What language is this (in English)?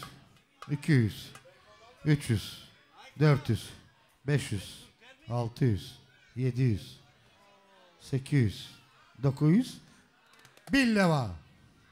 Turkish